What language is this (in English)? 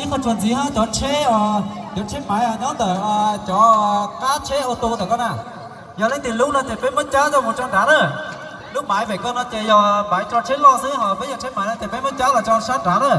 Hmong